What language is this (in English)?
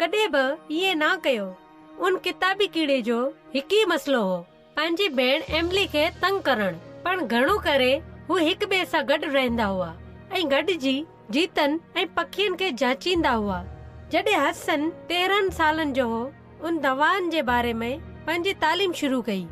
Sindhi